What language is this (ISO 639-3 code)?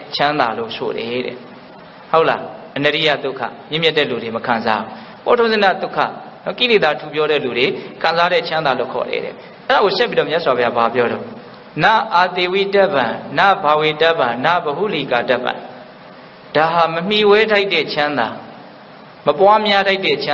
mya